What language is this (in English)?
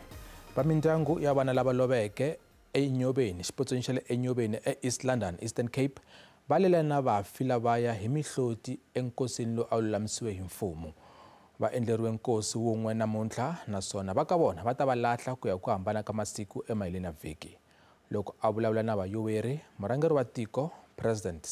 Tsonga